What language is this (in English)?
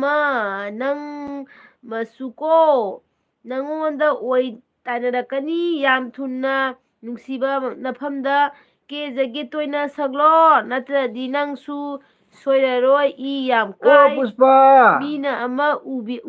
Manipuri